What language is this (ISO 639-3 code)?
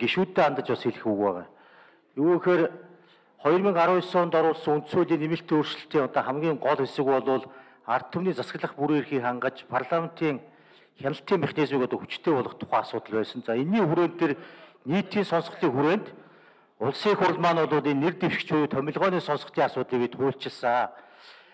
mon